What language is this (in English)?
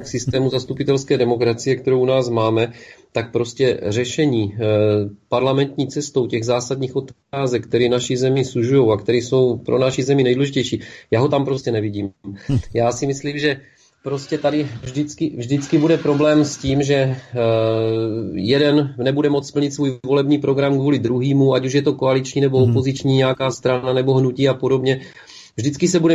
Czech